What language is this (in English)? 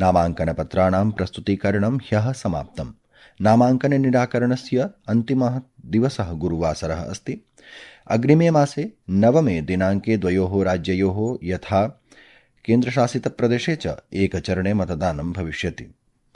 Sanskrit